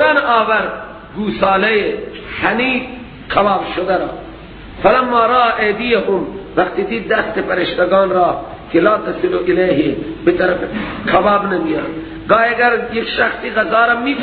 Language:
Persian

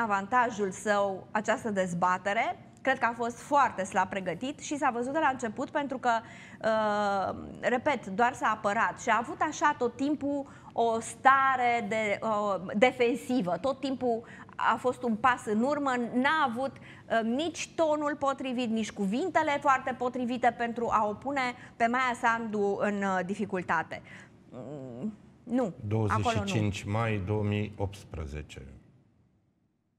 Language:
Romanian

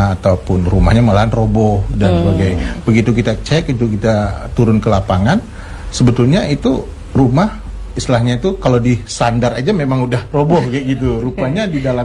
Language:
Indonesian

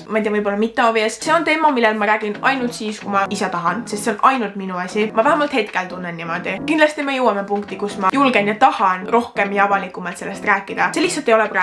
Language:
Estonian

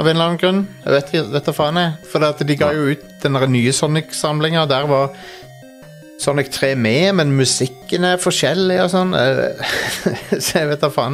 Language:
Norwegian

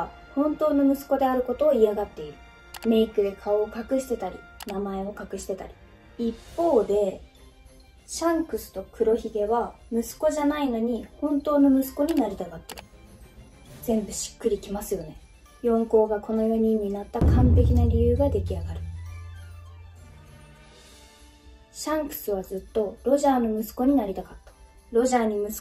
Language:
Japanese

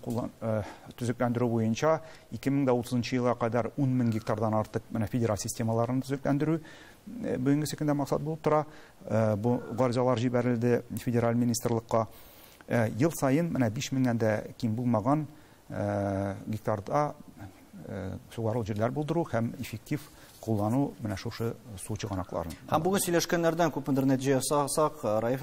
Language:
Tatar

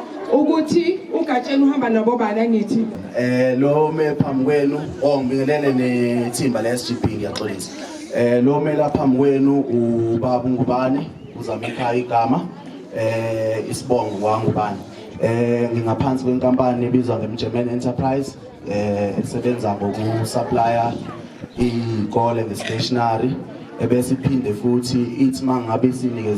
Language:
Zulu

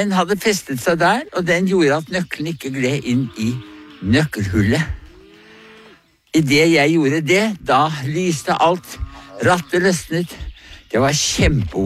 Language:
Norwegian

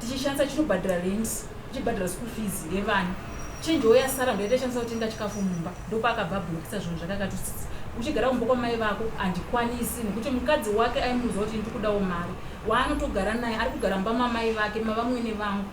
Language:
Shona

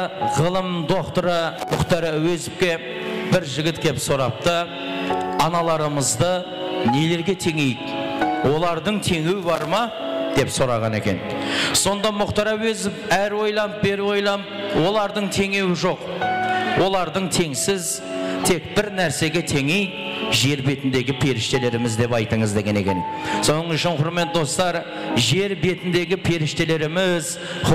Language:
Kara-Kalpak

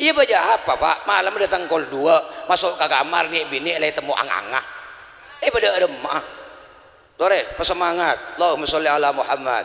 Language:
Madurese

